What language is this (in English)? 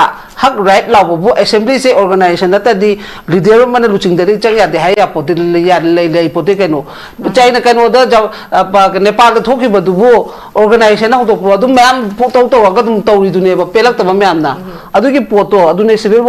Manipuri